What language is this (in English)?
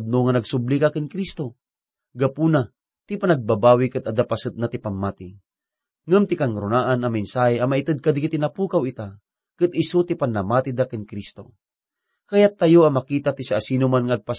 Iloko